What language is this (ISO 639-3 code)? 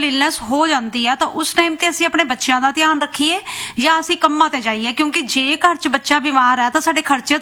pan